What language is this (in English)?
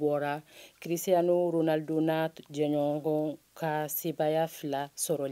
Bambara